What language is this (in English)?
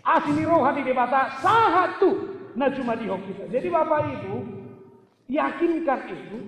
Batak Toba